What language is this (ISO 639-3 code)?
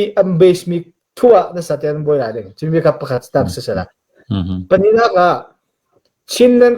cfm